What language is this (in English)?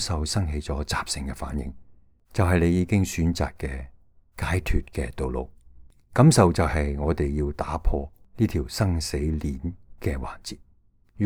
Cantonese